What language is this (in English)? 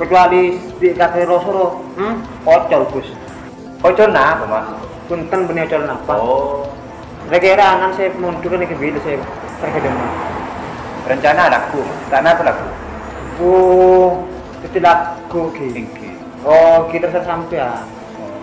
Madurese